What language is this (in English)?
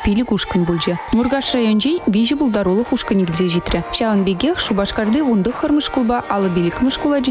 Chuvash